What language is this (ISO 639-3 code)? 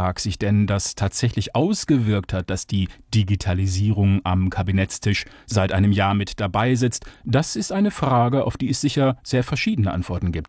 deu